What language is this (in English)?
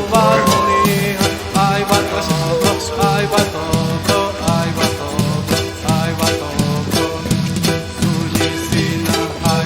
Xavánte